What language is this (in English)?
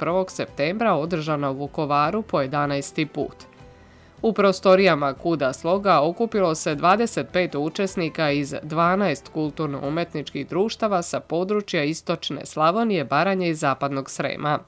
Serbian